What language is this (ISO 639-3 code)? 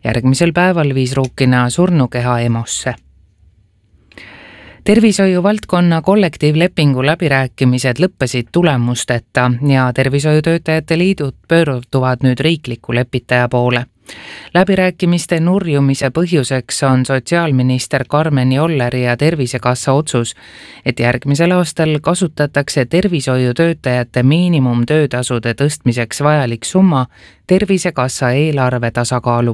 est